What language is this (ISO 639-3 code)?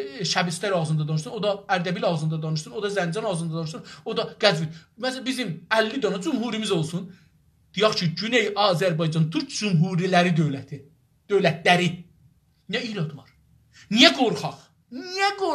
azb